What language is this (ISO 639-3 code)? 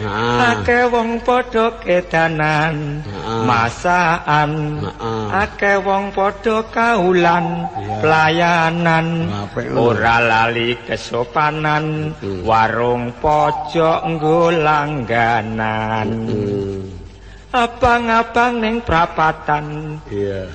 jav